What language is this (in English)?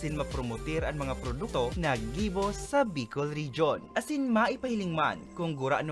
Bikol